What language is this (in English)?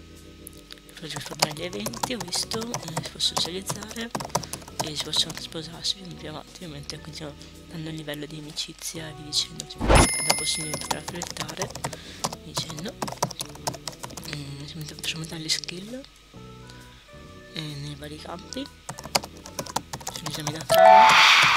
Italian